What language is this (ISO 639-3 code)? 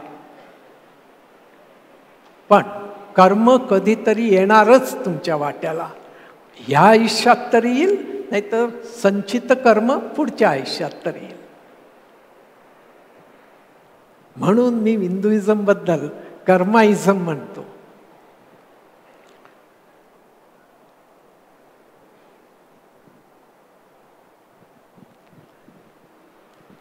mar